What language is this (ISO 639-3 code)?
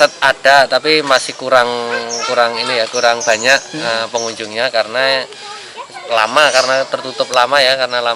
bjn